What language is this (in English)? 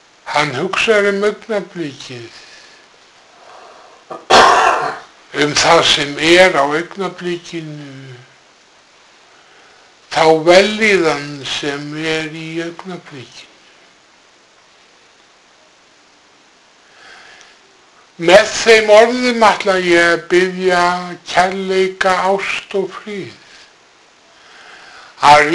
Icelandic